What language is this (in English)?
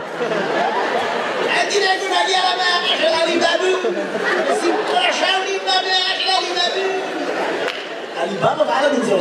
Hebrew